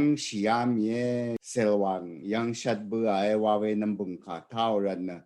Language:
Rawang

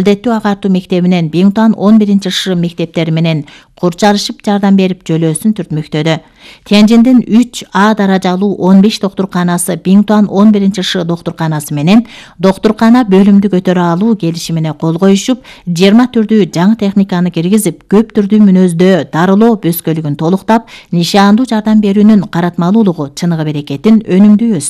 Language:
Kyrgyz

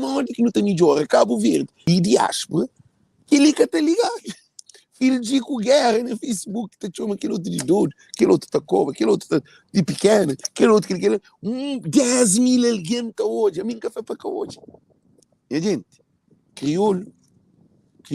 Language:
Kabuverdianu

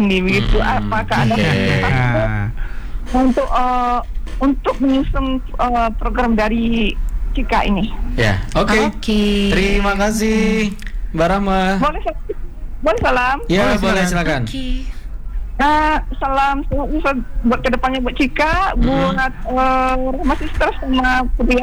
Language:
Indonesian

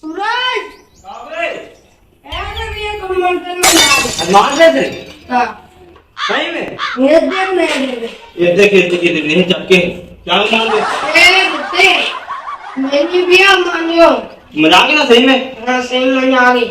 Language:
Chhattisgarhi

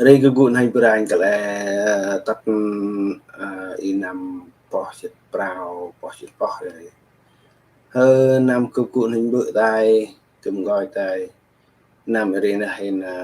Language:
Central Mnong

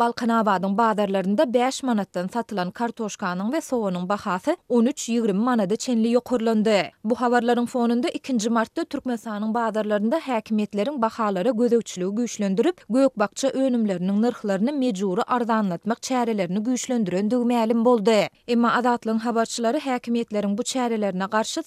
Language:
Turkmen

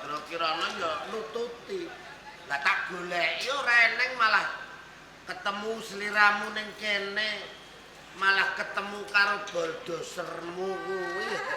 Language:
Javanese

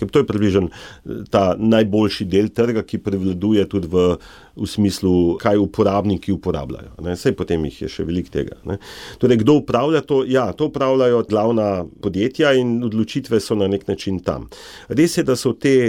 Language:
Slovenian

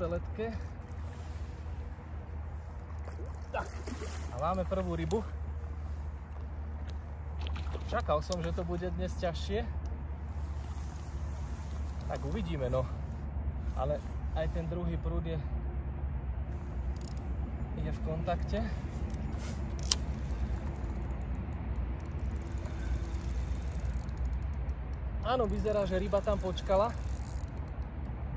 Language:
Slovak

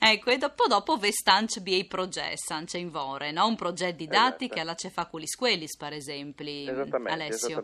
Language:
Friulian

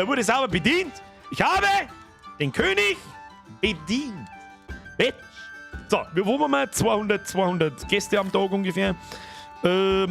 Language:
Bavarian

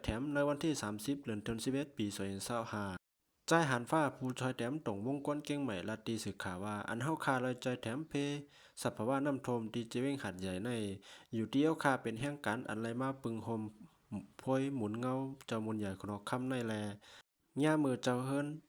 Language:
Shan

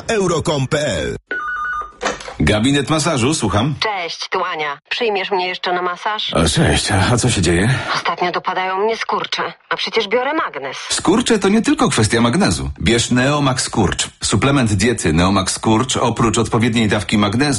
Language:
Polish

